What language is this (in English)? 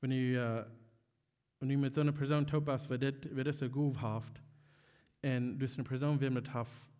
Plautdietsch